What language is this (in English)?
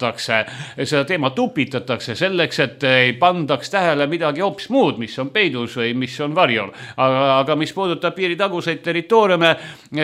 Estonian